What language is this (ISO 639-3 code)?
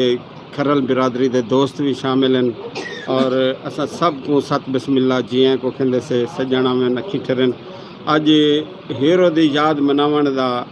skr